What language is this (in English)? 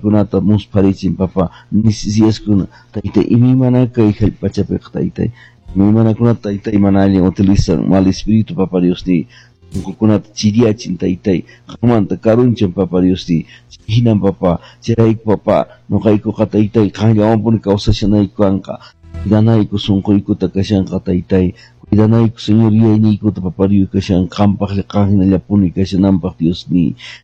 Quechua